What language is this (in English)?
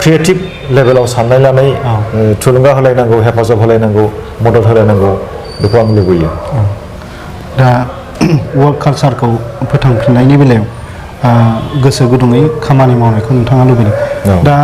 Bodo